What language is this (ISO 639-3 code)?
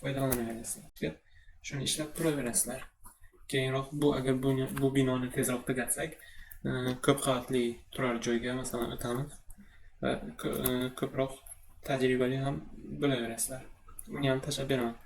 uzb